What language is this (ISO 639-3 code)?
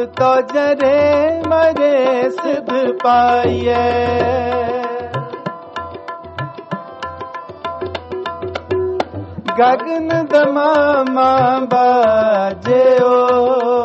pan